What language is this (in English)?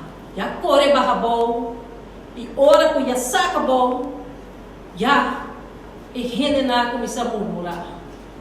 Papiamento